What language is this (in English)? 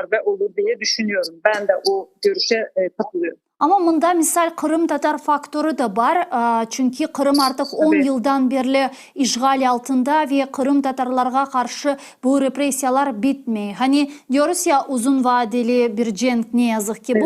Crimean Tatar